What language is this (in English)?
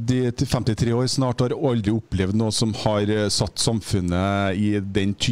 Norwegian